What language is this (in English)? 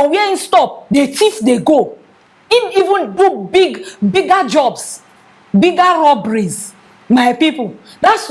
Nigerian Pidgin